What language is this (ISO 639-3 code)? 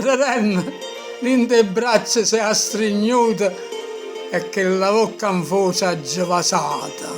nap